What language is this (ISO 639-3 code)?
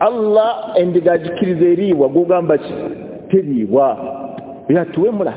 lug